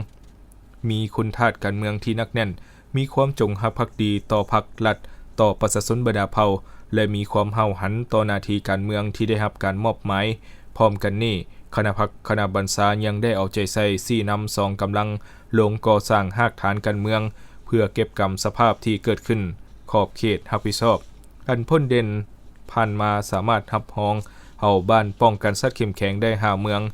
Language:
Lao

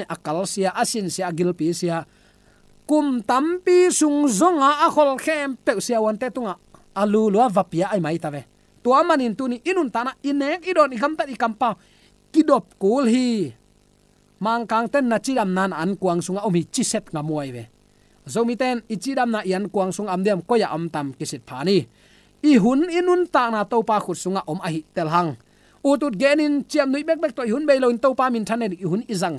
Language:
Tedim Chin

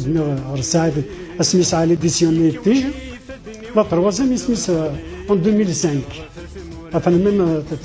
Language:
Kabyle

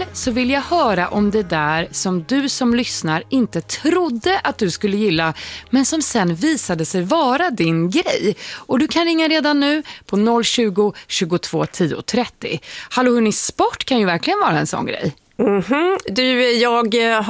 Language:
Swedish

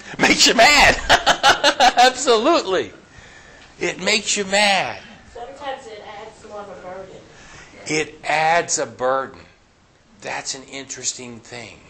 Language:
English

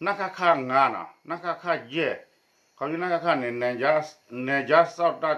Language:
S'gaw Karen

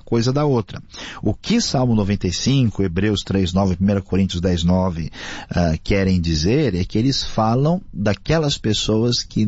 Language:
Portuguese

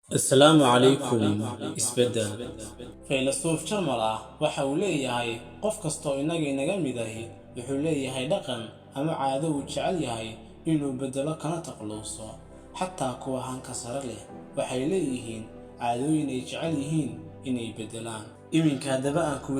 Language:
Somali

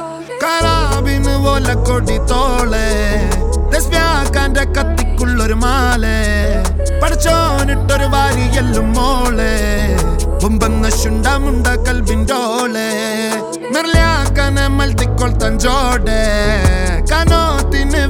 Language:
Malayalam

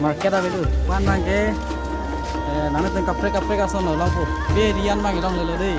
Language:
Karbi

